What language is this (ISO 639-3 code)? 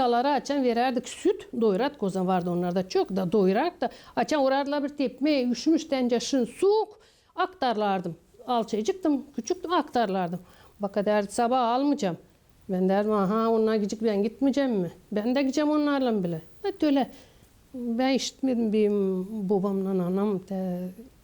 gag